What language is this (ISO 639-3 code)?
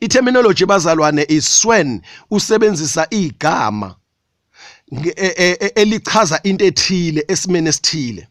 zul